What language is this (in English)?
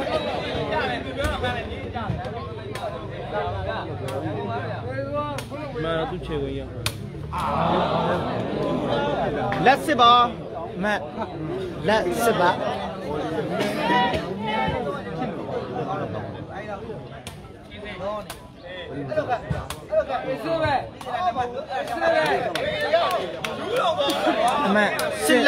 Burmese